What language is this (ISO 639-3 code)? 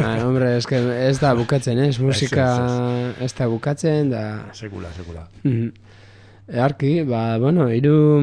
eus